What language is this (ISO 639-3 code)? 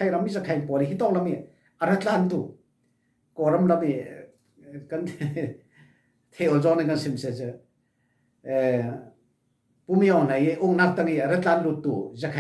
cfm